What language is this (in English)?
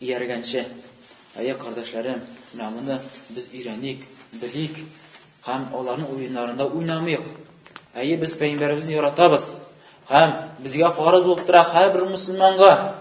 Tatar